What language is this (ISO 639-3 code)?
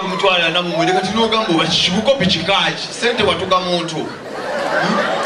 lug